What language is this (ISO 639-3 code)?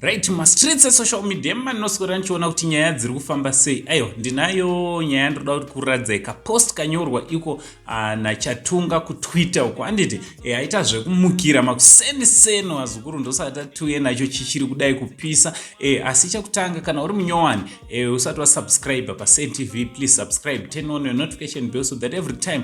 sna